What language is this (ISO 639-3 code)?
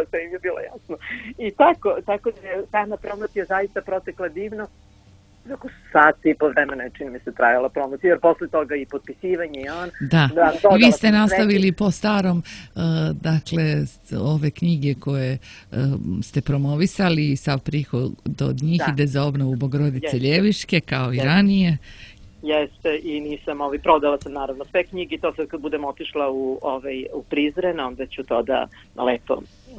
srp